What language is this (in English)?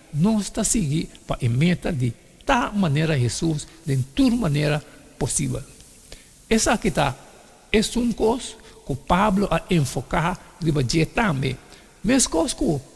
Papiamento